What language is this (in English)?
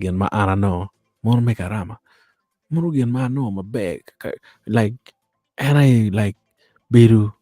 Acoli